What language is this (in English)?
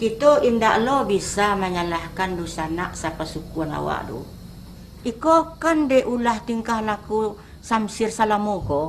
Minangkabau